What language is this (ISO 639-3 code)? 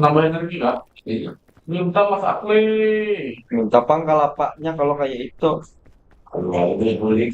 bjn